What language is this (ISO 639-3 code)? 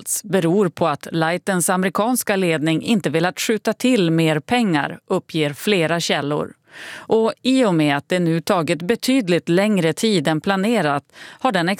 swe